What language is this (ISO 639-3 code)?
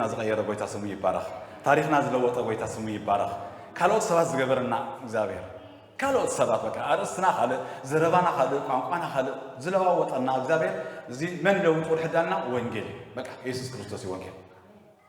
tir